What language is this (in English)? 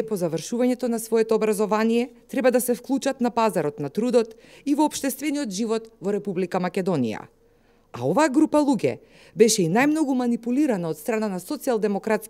Macedonian